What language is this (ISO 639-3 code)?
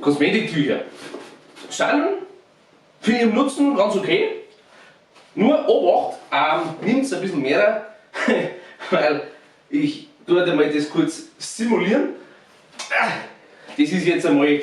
bar